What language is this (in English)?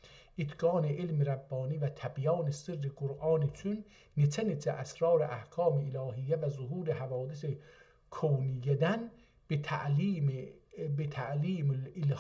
South Azerbaijani